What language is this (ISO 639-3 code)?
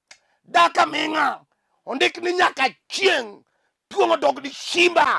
luo